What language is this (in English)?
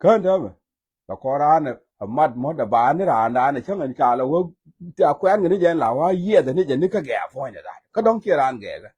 Nuer